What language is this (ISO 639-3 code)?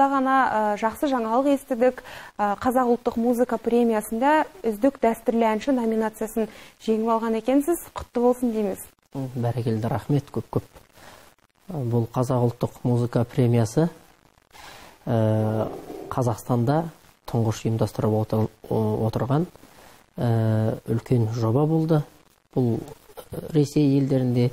kaz